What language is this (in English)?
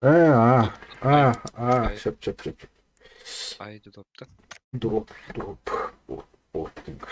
Yakut